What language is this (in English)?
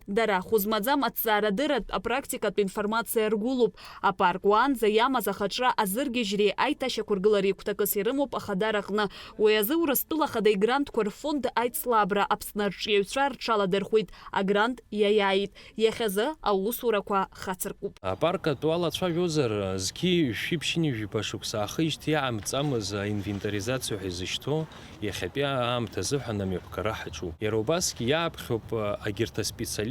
Abkhazian